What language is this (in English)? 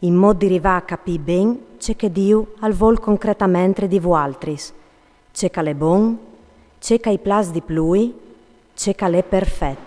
Friulian